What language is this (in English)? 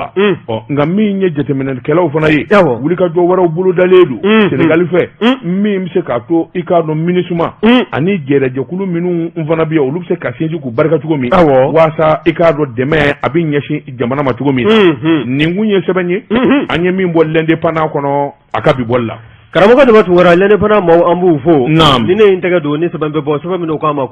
Bambara